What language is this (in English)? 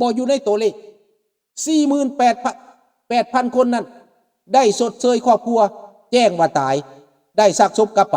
Lao